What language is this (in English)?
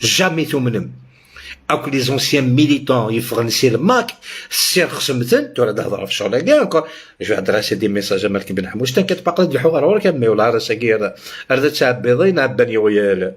Algerian Arabic